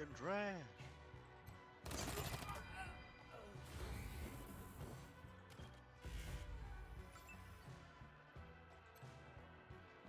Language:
English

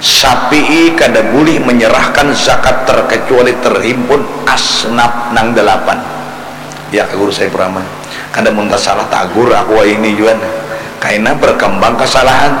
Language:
Banjar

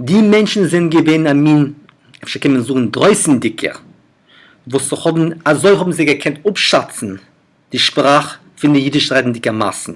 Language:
Yiddish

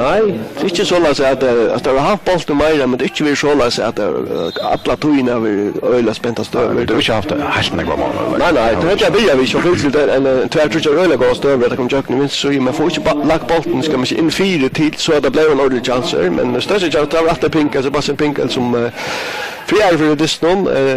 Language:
Faroese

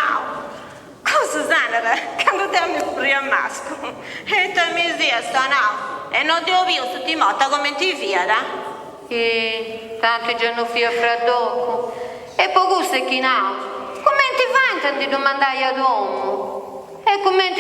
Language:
Sardinian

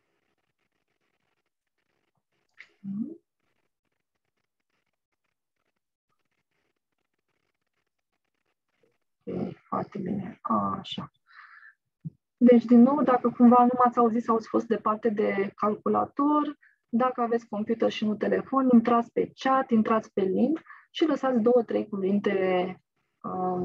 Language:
Romanian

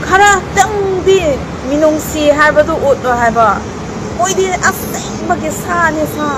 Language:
Manipuri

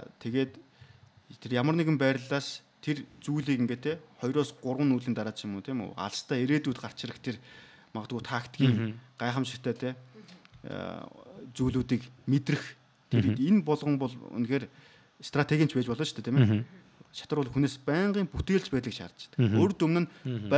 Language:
Mongolian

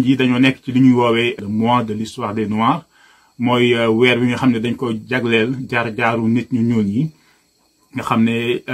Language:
Wolof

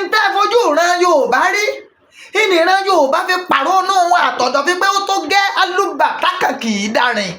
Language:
Yoruba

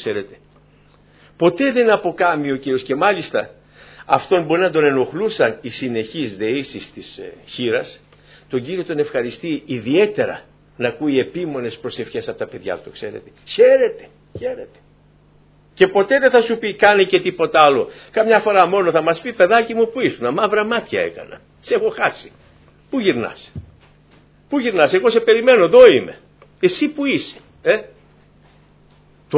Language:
Greek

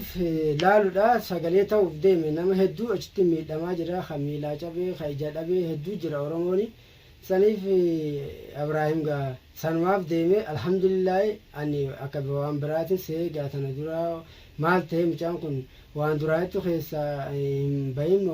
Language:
Oromo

